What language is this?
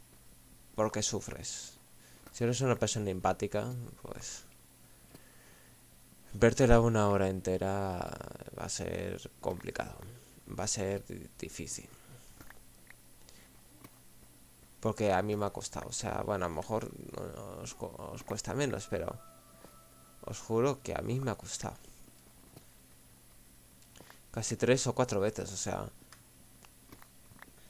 Spanish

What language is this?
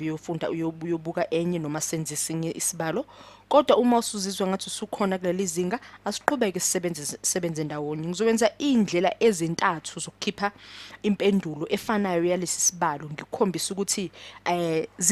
Zulu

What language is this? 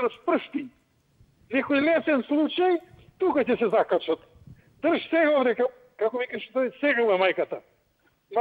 Macedonian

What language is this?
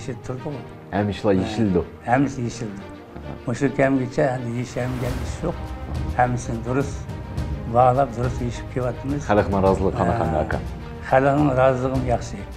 Uyghur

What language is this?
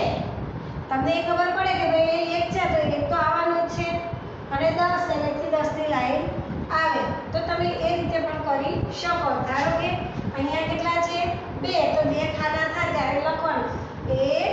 Gujarati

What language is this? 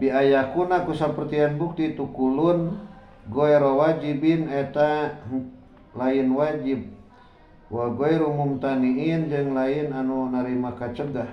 Sundanese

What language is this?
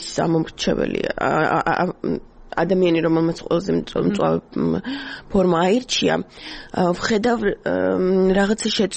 Georgian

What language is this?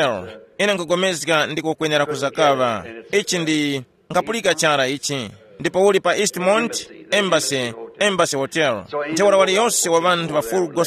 Tumbuka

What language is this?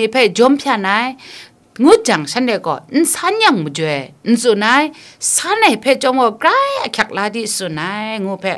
Kachin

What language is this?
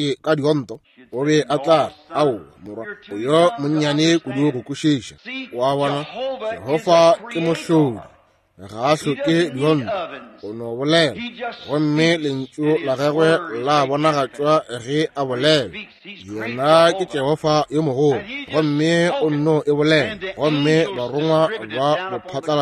Northern Sotho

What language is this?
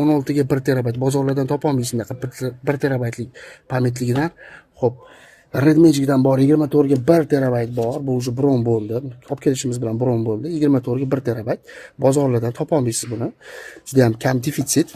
Uzbek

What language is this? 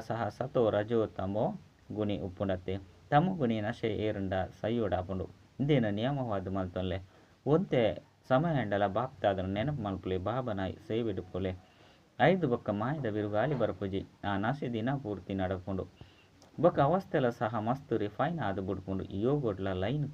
Tulu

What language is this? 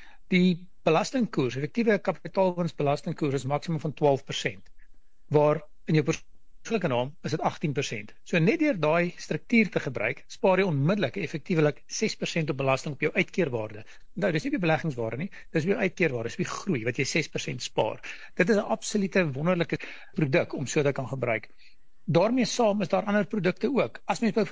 Afrikaans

